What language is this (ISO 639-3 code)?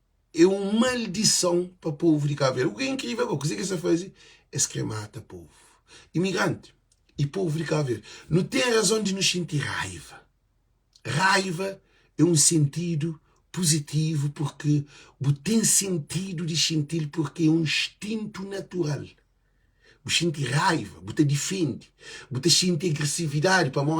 kea